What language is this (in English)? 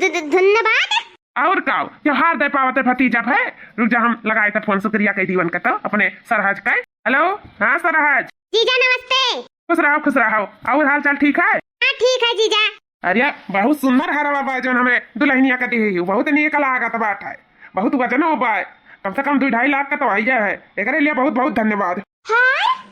Awadhi